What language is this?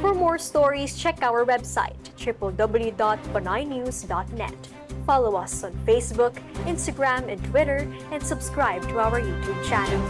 Hiligaynon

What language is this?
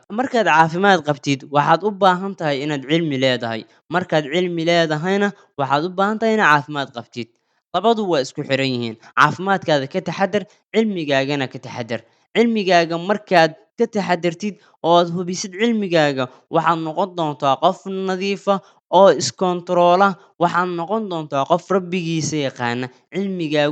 Somali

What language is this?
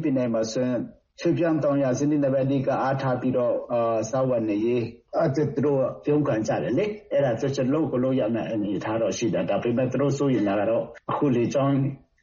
Burmese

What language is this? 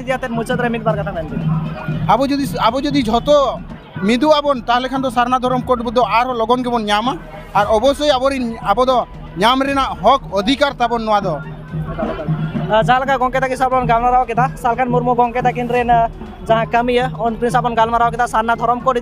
Santali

